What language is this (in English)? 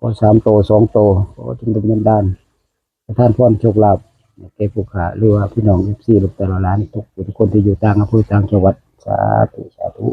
Northeastern Thai